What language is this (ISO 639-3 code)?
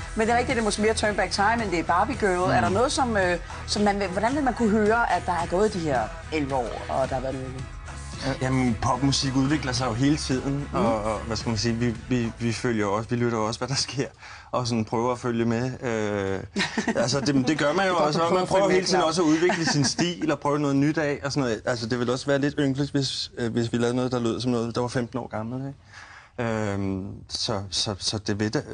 dan